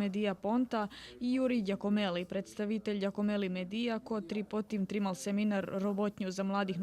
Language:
Rusyn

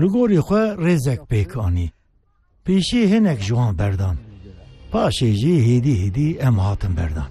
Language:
Kurdish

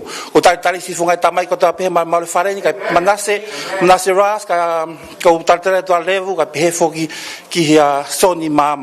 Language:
Tongan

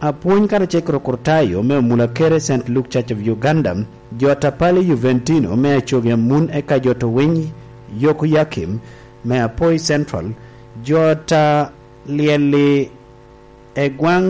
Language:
Lango (Uganda)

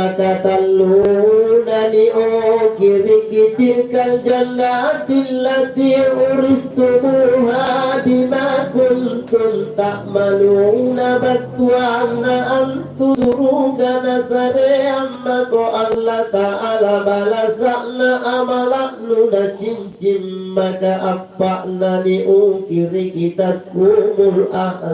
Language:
Makasar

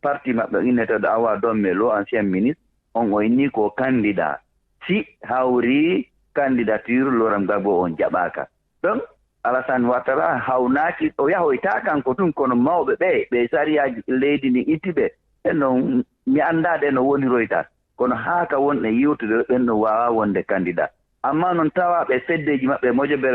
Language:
Fula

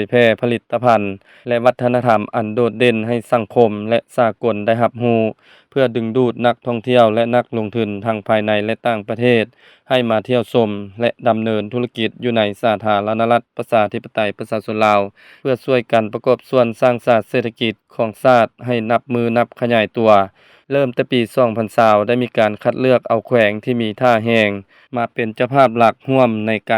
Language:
Lao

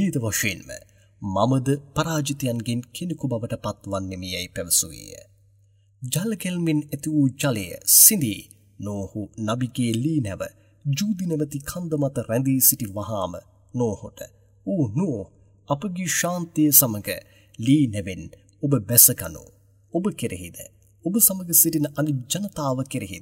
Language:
Sinhala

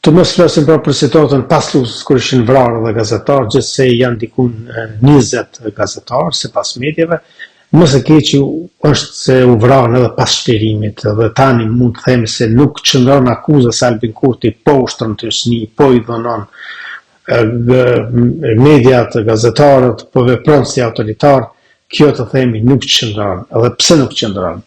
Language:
Albanian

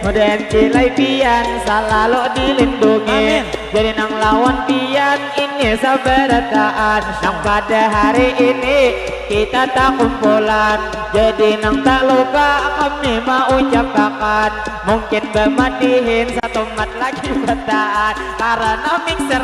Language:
Banjar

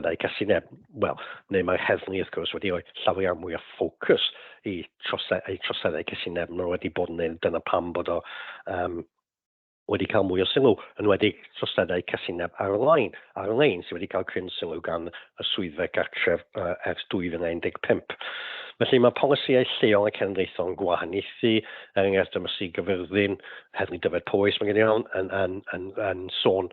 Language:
Welsh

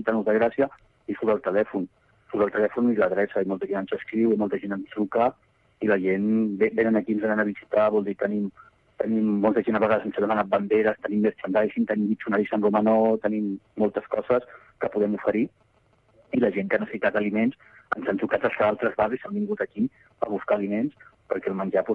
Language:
Catalan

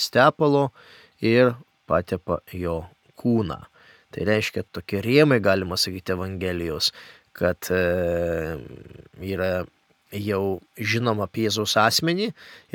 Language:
Lithuanian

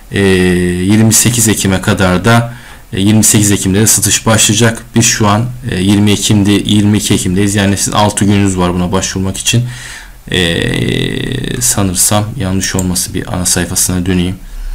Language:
Turkish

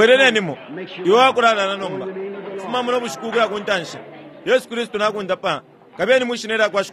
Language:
Bemba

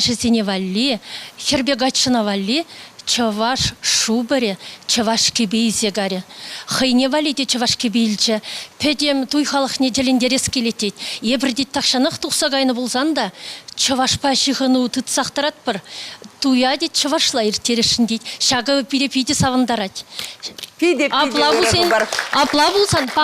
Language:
Chuvash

